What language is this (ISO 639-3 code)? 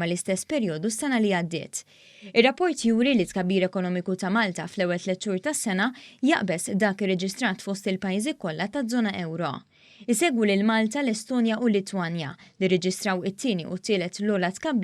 mlt